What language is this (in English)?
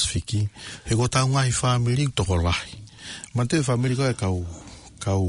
Tongan